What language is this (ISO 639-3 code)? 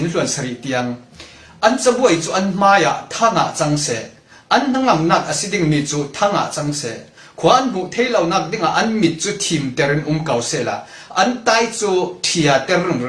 cfm